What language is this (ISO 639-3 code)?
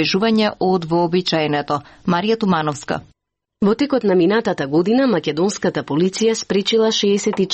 mkd